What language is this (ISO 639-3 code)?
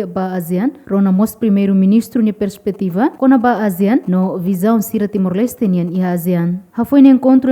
tet